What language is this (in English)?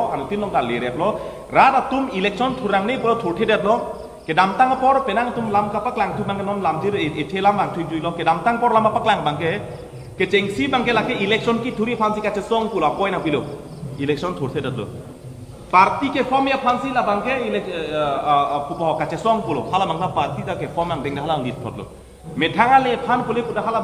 Karbi